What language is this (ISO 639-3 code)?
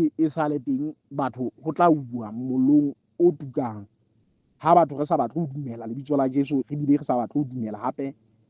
sot